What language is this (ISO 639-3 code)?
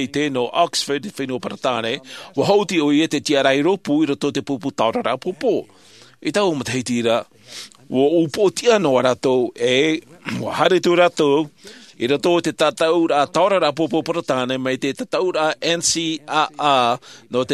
tah